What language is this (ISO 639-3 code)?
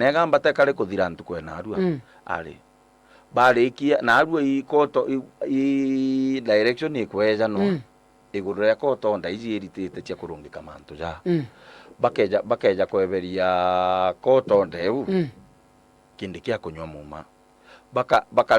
mer